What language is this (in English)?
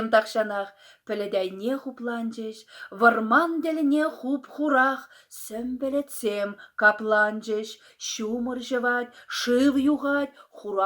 Chuvash